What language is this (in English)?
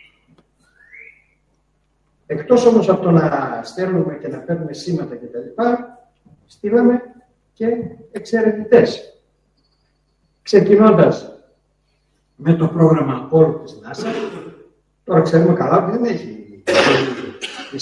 Greek